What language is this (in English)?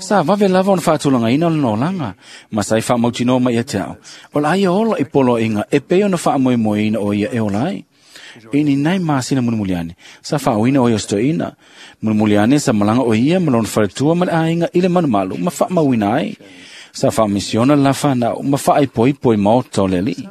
Samoan